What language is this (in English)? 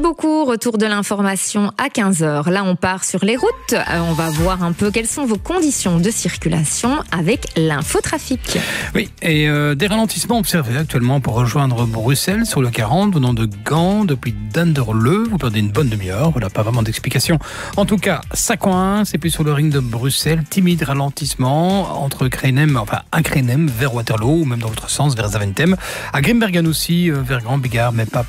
French